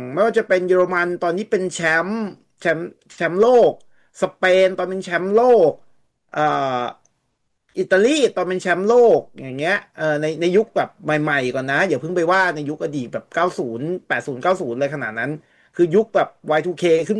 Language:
Thai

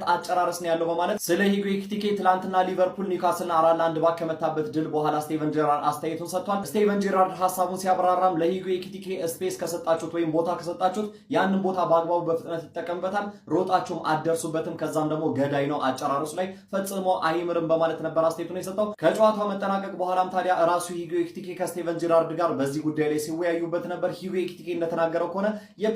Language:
Amharic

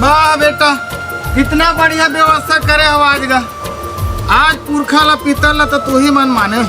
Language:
Chhattisgarhi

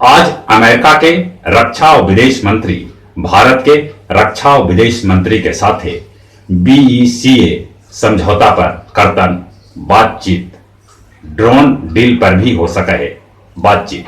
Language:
Magahi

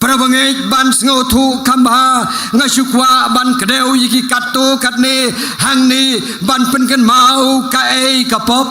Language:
Khasi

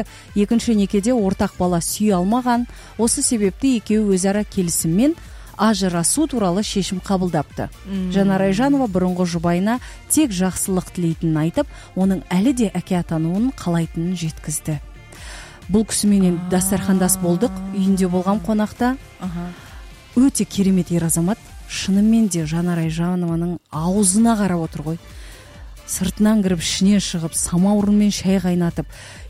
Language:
Kazakh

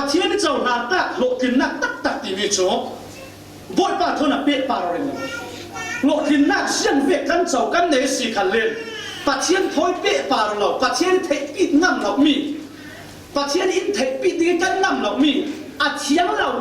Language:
Falam Chin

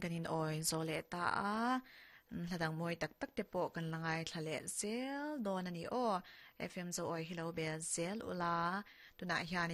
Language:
Mizo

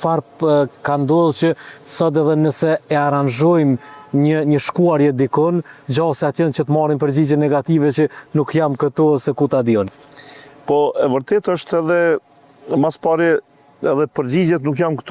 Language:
Albanian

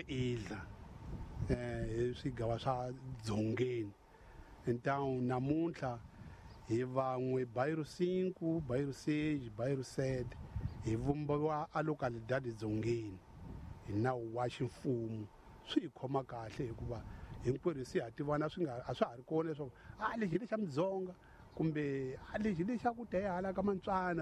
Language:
Tsonga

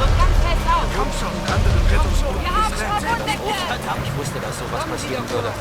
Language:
Bavarian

